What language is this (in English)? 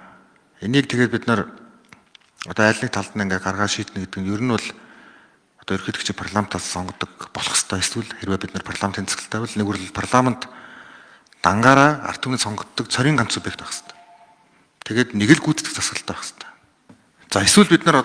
Mongolian